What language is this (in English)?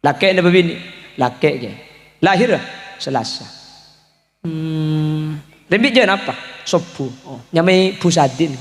Madurese